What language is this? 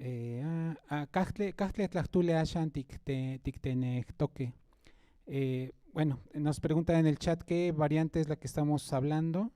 Central Nahuatl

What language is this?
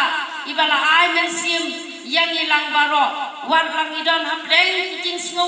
Khasi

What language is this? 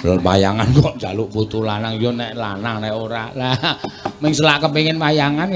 Javanese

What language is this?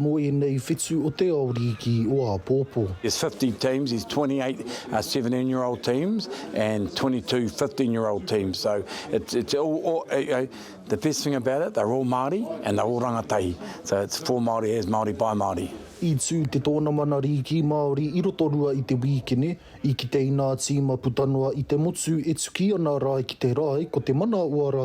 Māori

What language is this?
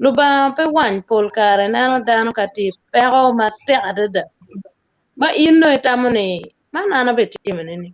Acoli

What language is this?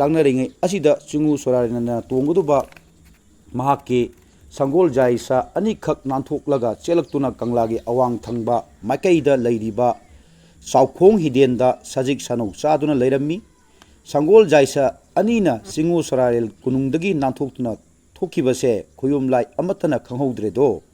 Manipuri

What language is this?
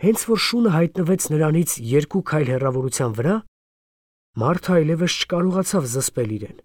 Armenian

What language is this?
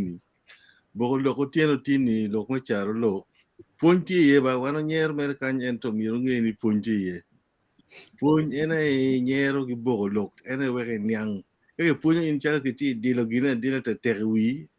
Acoli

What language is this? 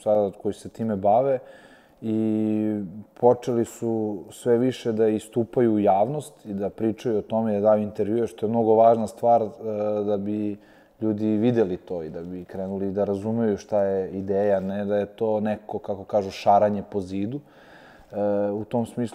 Serbian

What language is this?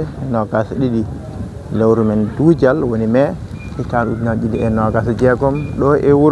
Fula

